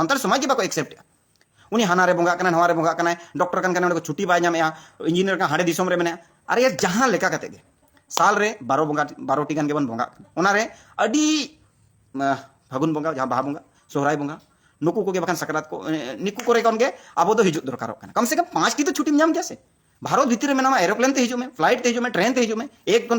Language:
Santali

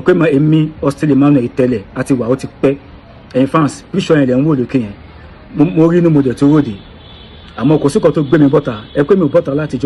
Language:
Yoruba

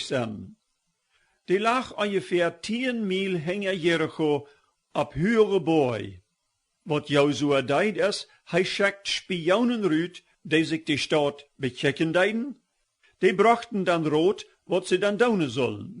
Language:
Plautdietsch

